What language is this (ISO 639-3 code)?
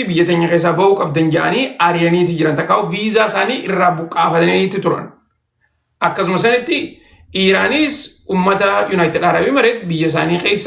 orm